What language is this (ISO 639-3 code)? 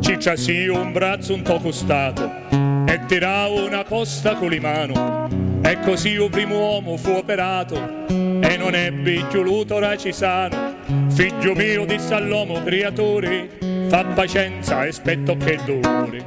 scn